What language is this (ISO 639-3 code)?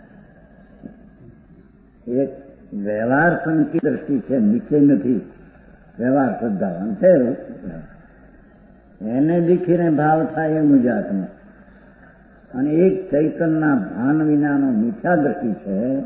guj